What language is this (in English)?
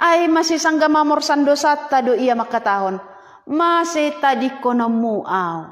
Batak Simalungun